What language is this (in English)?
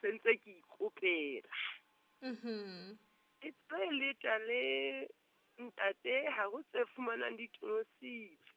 Southern Sotho